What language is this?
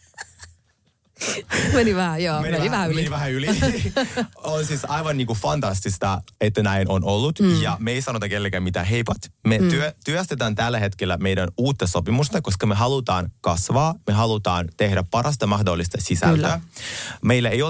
Finnish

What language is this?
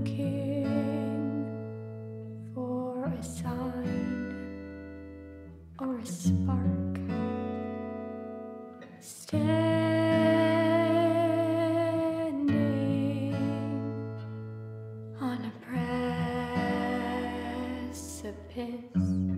English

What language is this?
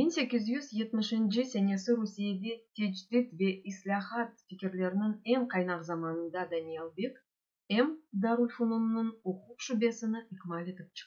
Crimean Tatar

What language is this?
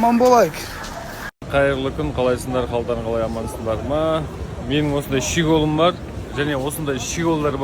Kazakh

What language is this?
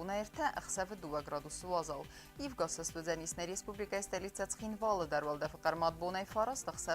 Ossetic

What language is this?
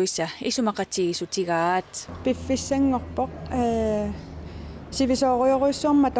Kalaallisut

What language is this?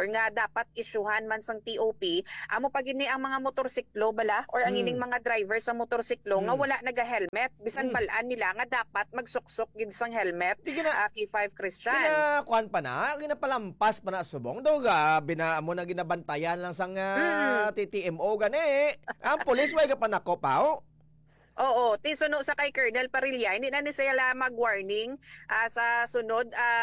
Hiligaynon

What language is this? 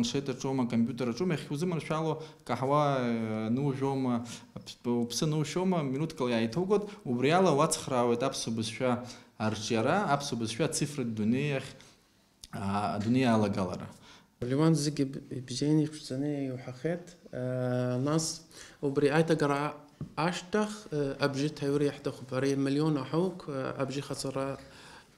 Abkhazian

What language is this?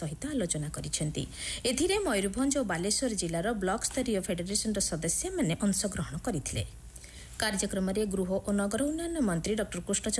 Odia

